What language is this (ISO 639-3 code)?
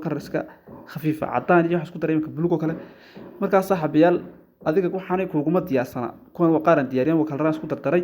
som